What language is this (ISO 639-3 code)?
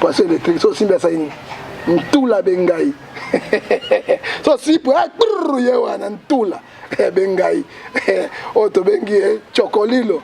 lin